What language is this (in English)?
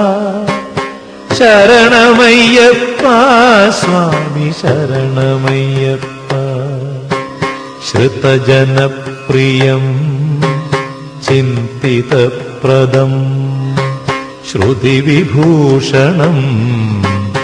Malayalam